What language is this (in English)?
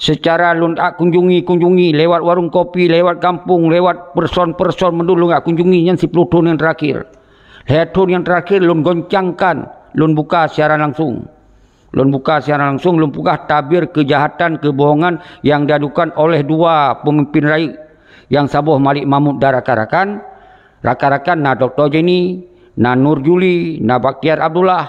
Achinese